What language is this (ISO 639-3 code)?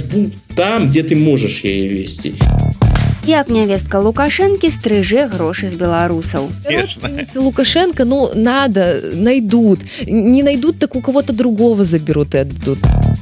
bel